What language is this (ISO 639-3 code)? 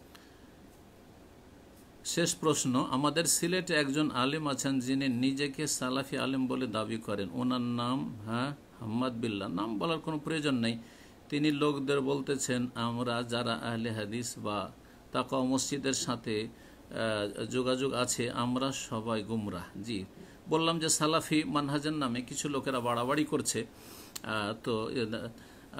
ben